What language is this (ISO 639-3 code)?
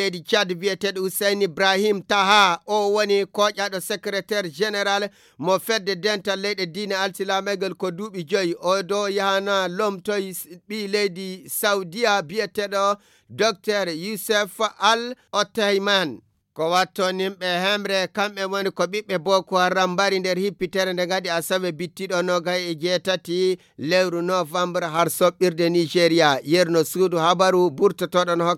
ful